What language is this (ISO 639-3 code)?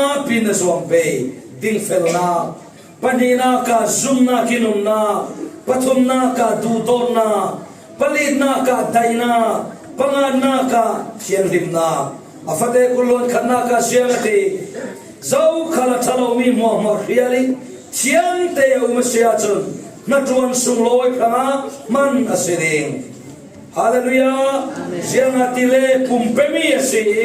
cfm